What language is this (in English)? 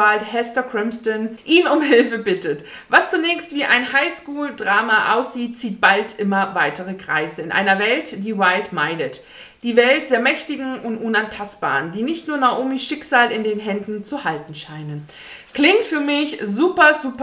German